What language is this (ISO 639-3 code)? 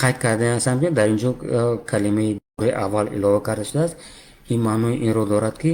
tgk